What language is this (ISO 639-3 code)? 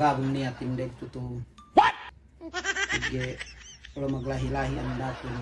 yka